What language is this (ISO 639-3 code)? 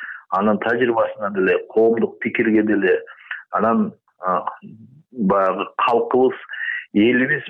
kir